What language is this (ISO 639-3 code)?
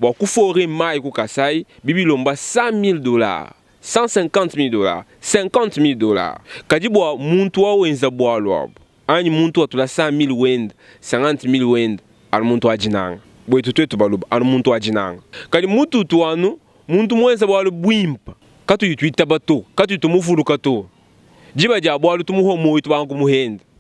lua